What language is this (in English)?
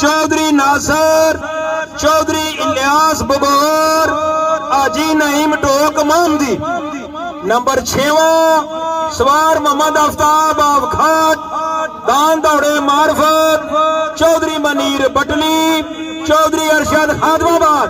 Pahari-Potwari